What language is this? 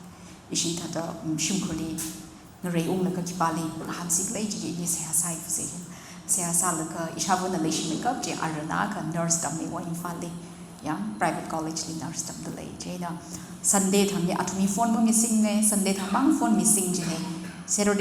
Tangkhul Naga (India)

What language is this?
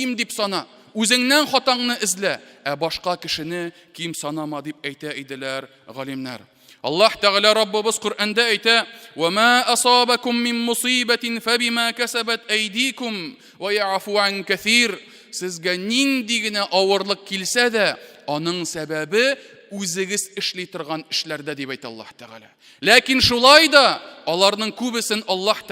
Tatar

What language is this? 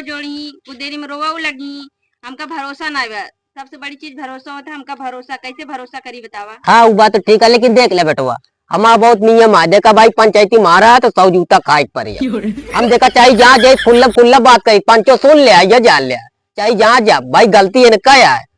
Awadhi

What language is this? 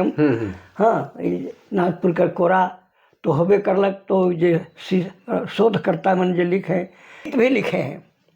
Sadri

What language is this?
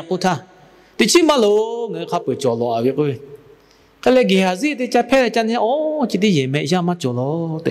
Lahu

